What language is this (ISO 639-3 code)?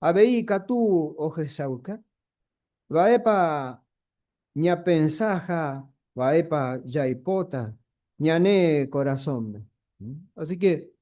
grn